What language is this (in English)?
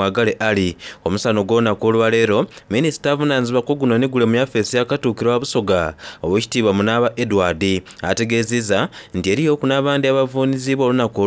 Soga